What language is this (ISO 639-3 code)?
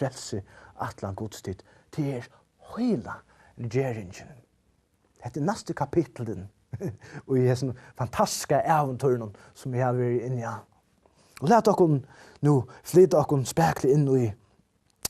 fao